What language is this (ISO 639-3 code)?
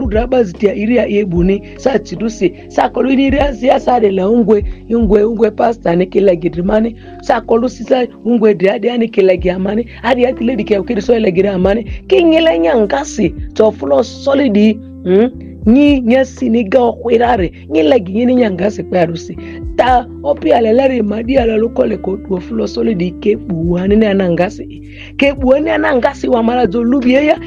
mhi